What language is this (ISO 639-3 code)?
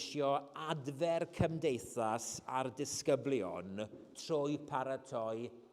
cym